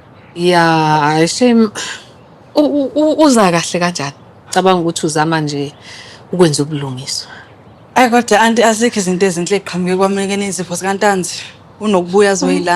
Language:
Zulu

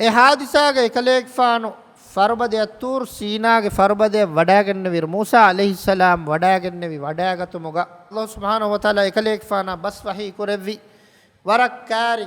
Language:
Divehi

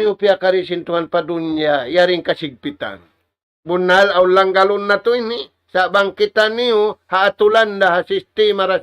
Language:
Tausug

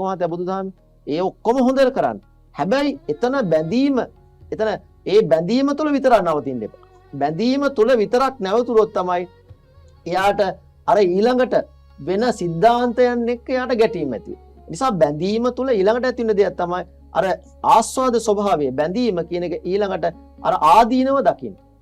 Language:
Sinhala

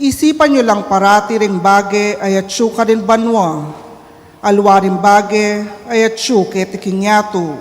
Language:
Pampanga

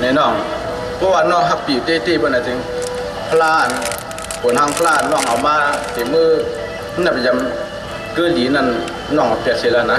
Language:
Shan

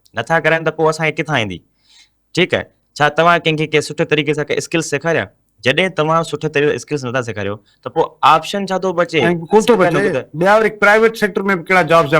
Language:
Sindhi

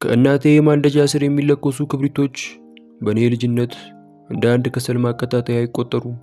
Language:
Amharic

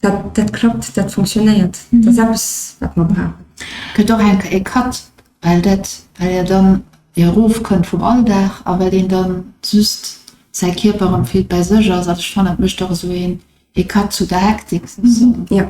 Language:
Luxembourgish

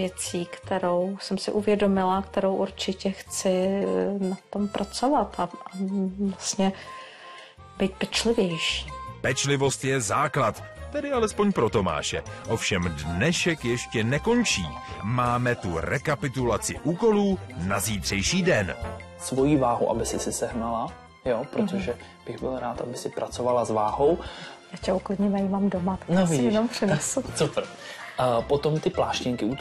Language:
Czech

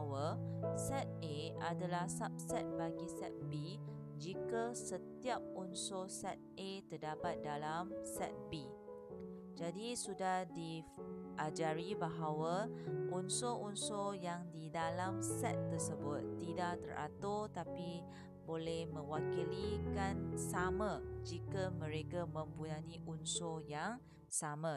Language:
Malay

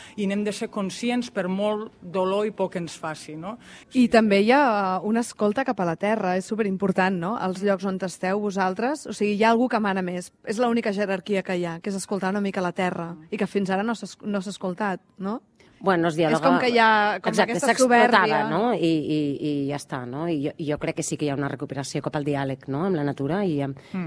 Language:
Catalan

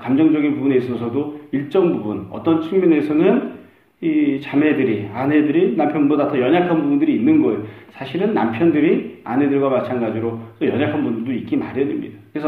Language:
Korean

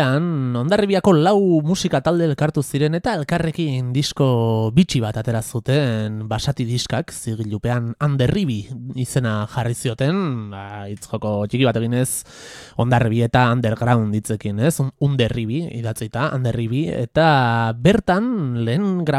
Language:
Basque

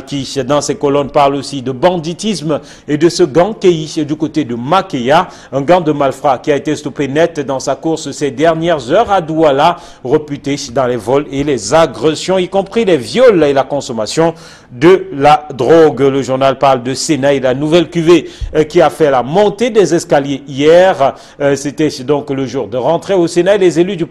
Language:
French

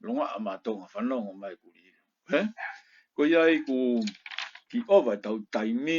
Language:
Tongan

